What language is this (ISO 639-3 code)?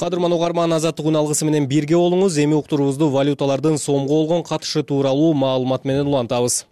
kir